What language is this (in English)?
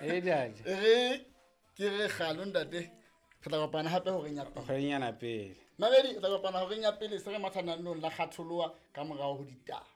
Southern Sotho